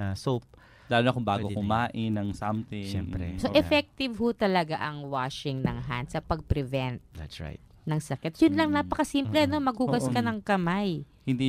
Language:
Filipino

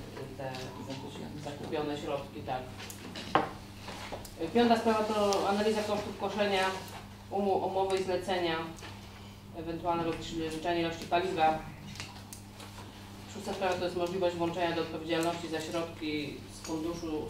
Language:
Polish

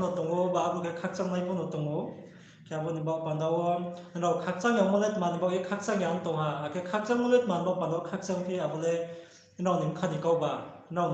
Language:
Riang (India)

